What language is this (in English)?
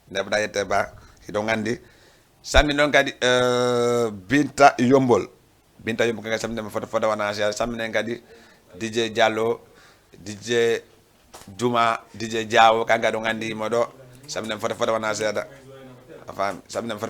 Fula